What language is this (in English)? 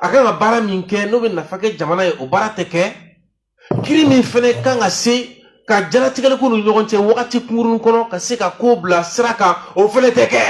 Bambara